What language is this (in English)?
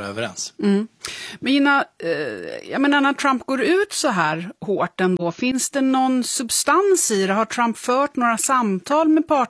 Swedish